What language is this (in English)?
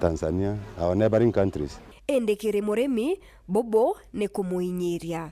Meru